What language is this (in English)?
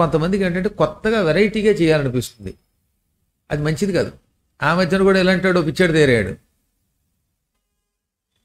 Telugu